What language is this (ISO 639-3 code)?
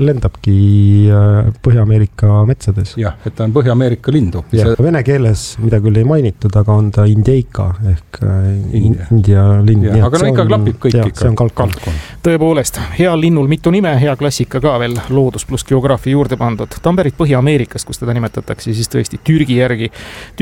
est